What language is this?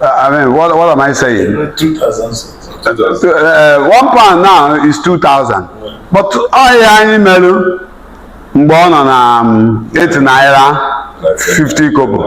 Igbo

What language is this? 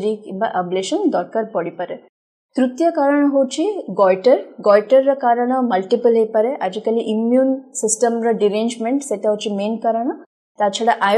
Odia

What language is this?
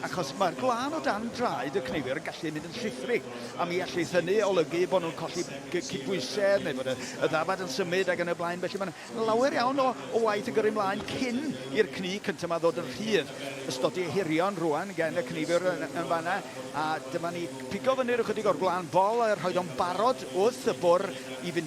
Welsh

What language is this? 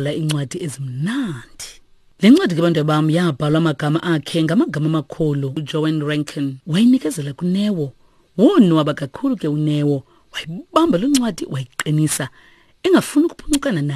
Xhosa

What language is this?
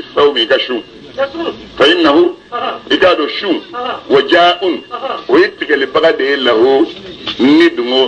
Bambara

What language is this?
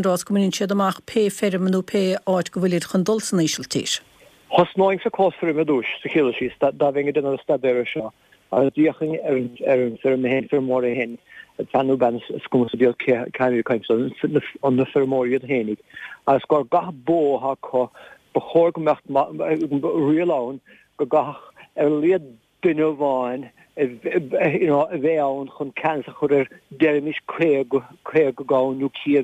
Irish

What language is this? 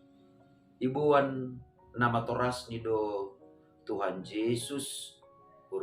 Batak Simalungun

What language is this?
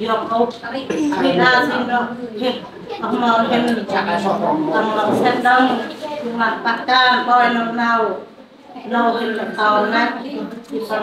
Central Mnong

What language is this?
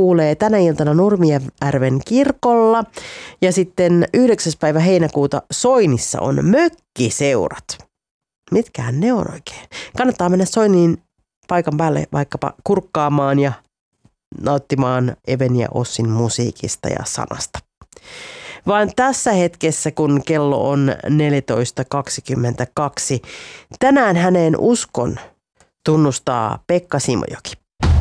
Finnish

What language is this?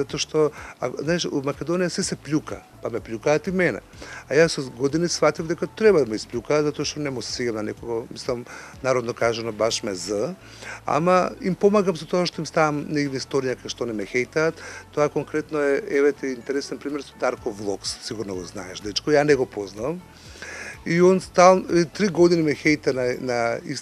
Macedonian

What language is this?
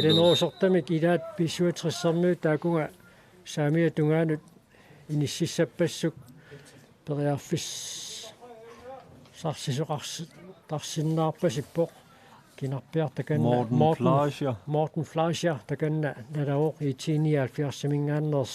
Kalaallisut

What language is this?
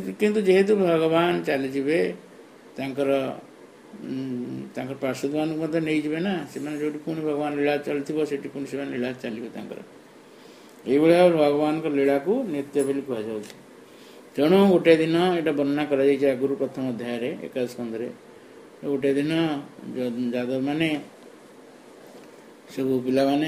Odia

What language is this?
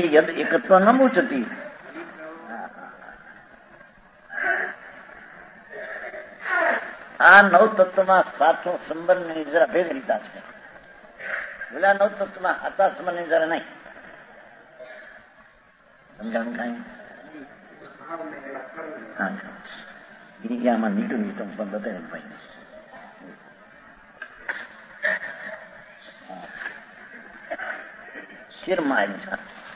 Gujarati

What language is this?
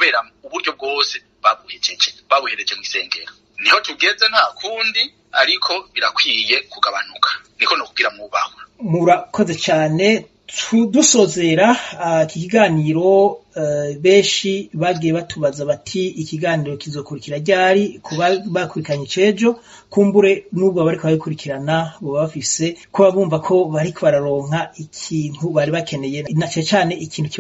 Rundi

